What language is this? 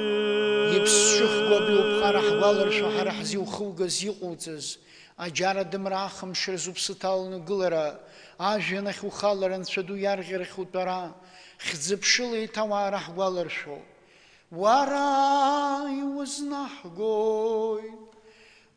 Abkhazian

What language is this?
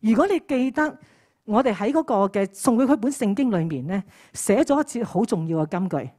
Cantonese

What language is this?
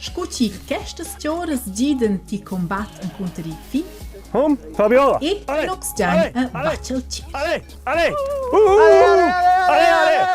Romansh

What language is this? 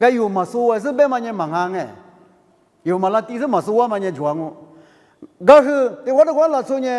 Lisu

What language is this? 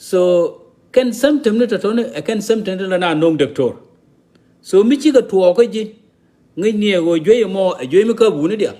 Nuer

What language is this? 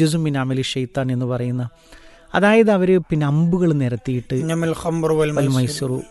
Malayalam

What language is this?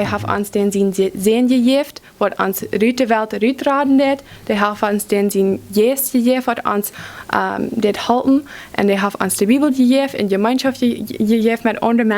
Plautdietsch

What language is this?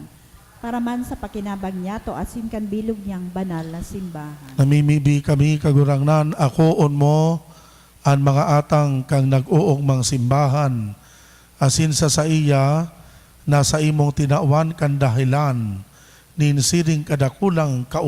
Bikol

